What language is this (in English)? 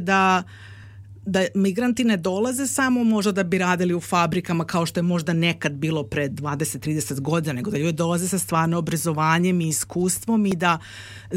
Serbian